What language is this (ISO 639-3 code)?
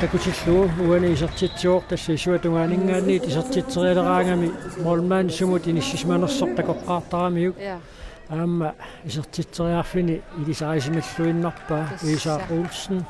kal